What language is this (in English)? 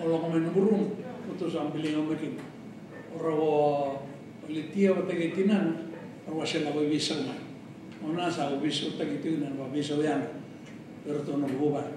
Fijian